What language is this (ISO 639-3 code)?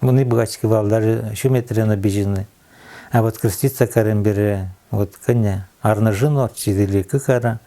udm